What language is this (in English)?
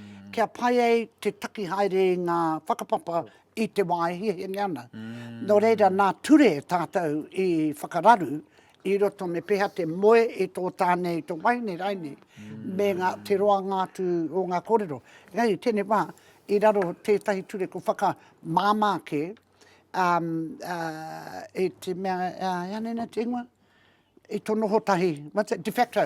Māori